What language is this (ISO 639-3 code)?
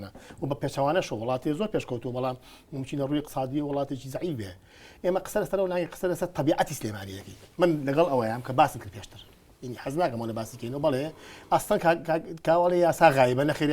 ckb